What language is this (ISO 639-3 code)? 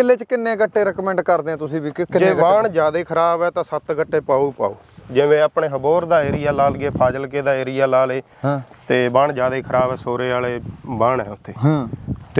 pan